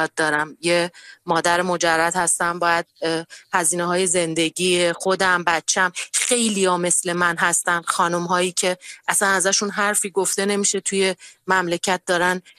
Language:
Persian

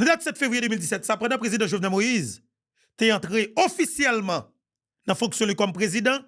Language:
Haitian Creole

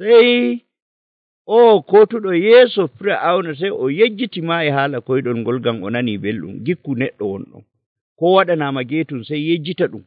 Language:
Nigerian Fulfulde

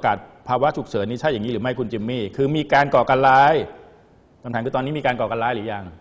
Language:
Thai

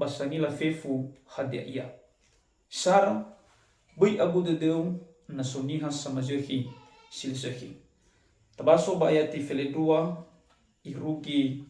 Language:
Nias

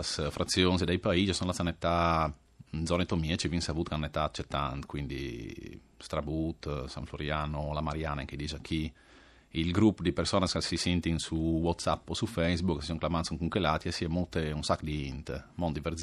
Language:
Friulian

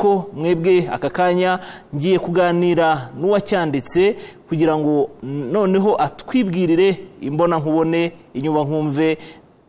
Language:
Kinyarwanda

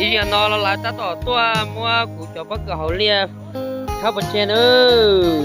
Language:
Hmong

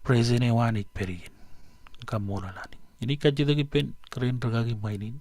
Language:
Marshallese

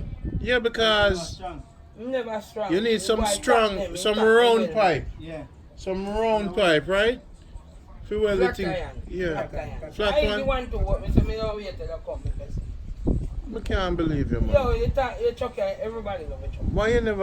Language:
Jamaican Creole English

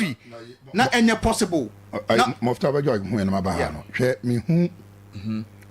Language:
Akan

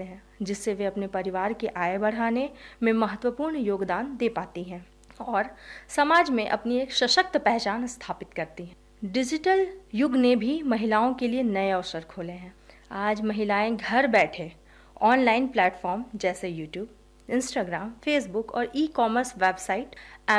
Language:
Hindi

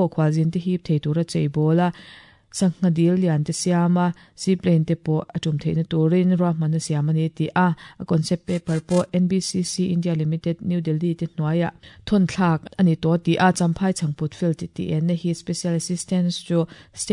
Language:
Mizo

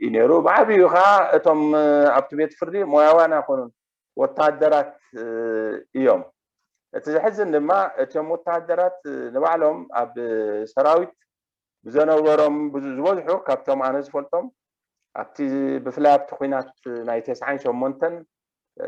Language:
Tigrinya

